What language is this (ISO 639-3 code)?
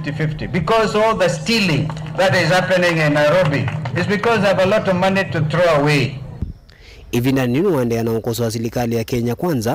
kam